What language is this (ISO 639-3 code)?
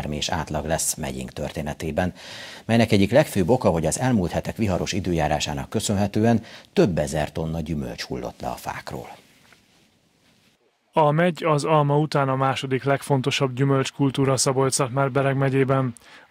hun